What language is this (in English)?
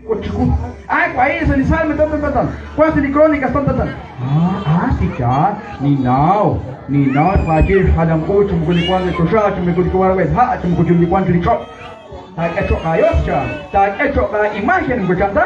Kekchí